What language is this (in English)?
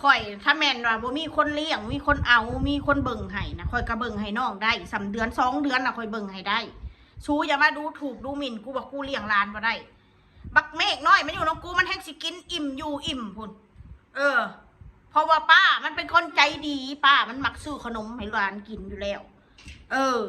Northeastern Thai